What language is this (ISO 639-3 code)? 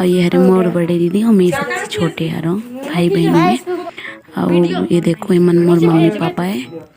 hne